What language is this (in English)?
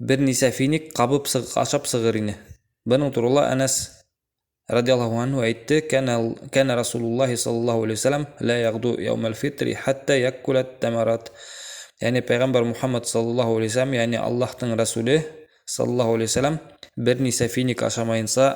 Bashkir